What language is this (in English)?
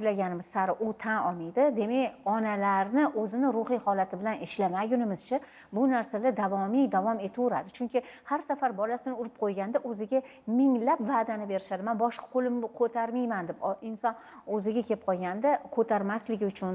Uzbek